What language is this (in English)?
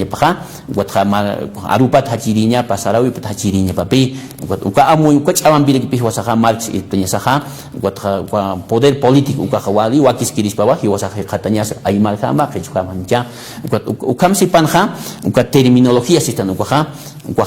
Aymara